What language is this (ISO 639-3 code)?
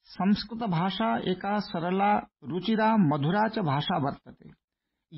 san